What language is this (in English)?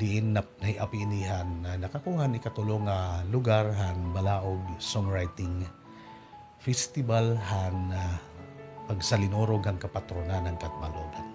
Waray